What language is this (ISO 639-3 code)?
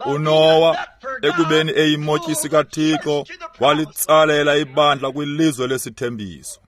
xho